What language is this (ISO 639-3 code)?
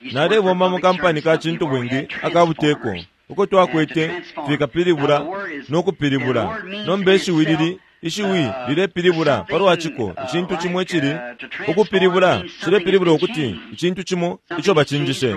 bem